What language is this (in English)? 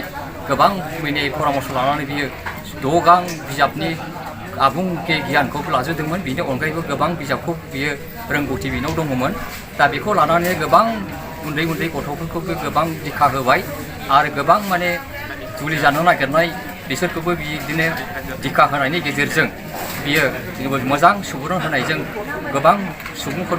Bodo